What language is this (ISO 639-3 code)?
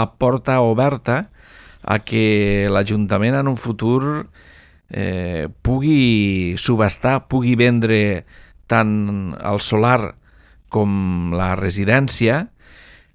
cat